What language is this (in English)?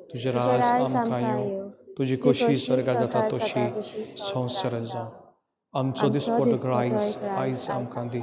Konkani